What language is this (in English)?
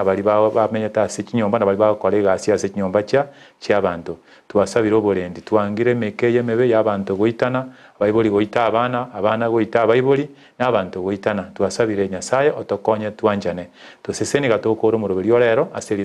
Gusii